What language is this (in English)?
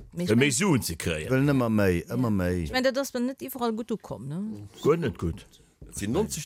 Luxembourgish